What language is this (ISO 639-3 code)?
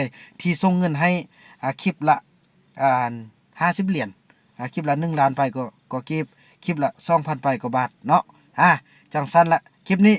lao